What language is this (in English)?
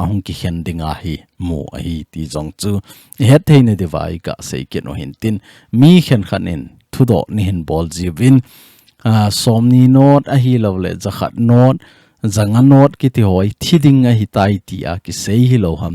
Thado Chin